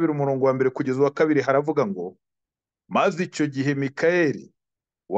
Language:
Kinyarwanda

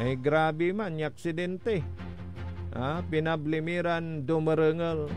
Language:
Pangasinan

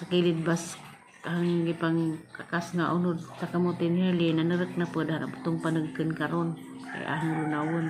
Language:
Cebuano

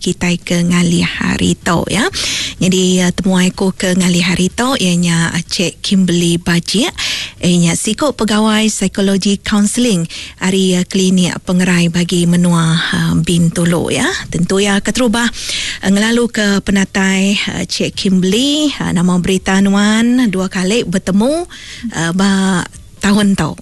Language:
Iban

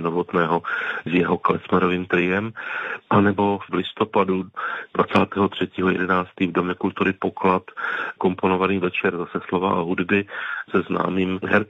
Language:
Czech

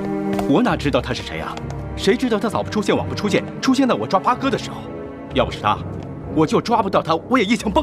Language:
Chinese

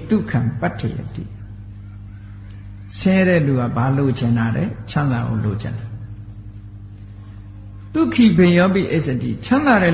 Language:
Burmese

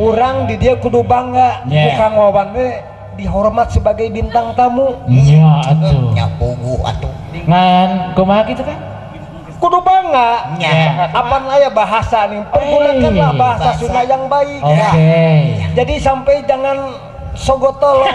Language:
Sundanese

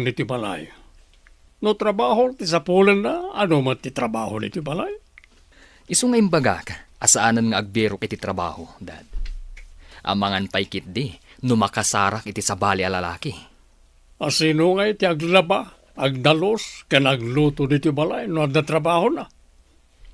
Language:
Iloko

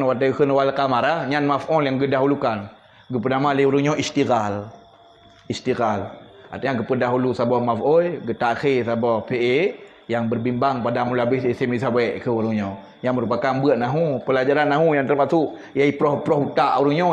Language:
Achinese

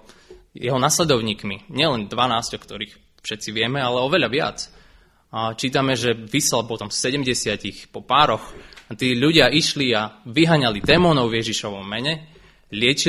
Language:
Slovak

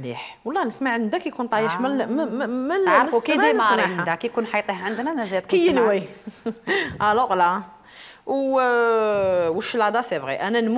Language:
Algerian Arabic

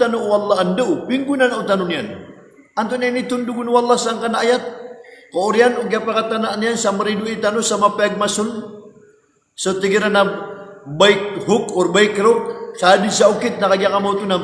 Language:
Maranao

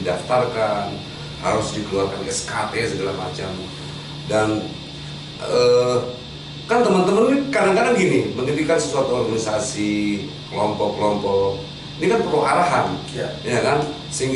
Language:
Indonesian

